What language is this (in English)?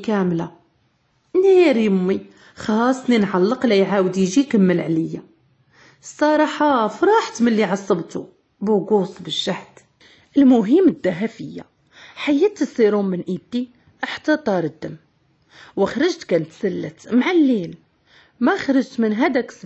Moroccan Arabic